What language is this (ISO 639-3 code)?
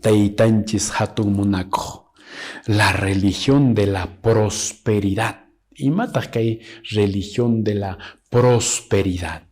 que